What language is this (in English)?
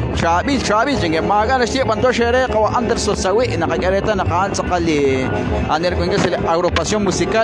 Kekchí